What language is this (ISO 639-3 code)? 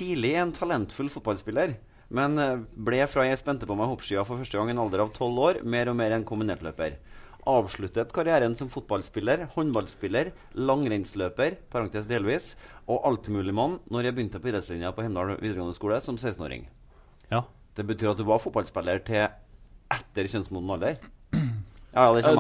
nor